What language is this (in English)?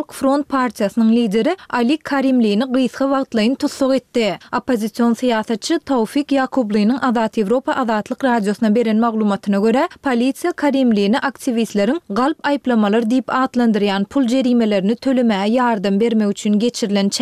Turkmen